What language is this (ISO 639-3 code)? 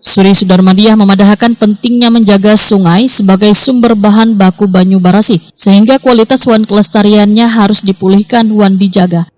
bjn